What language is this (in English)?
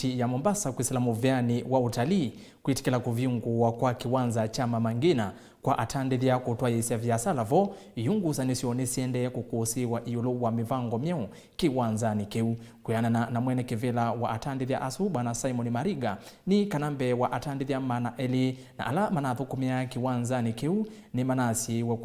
Kamba